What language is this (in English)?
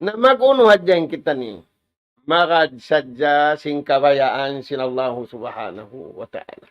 Tausug